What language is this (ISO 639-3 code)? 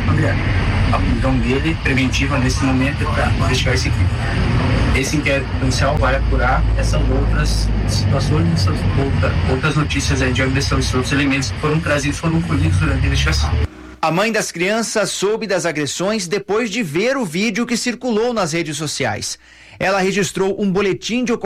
por